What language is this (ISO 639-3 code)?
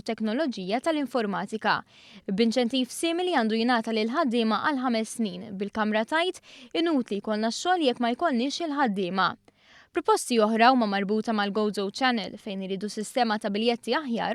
mlt